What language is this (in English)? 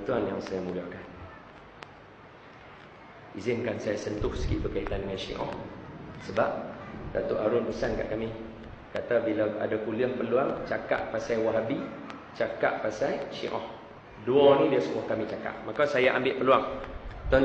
Malay